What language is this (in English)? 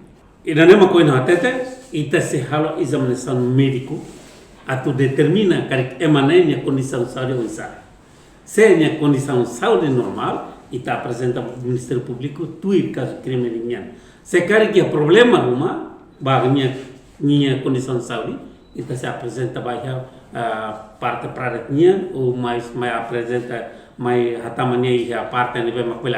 Tetum